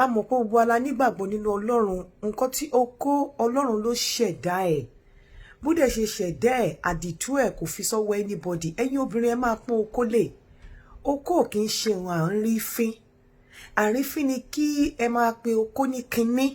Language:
Yoruba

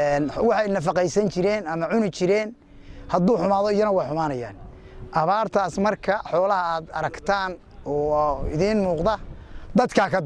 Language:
Somali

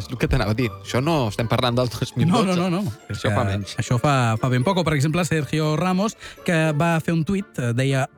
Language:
Catalan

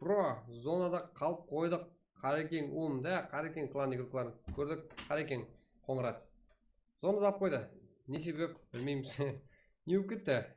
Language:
Kara-Kalpak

